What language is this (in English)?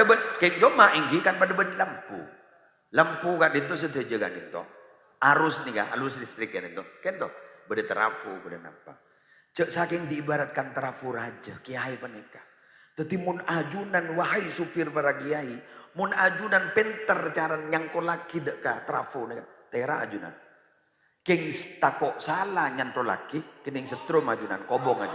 Madurese